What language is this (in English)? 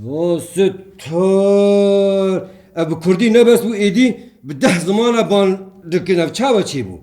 Kurdish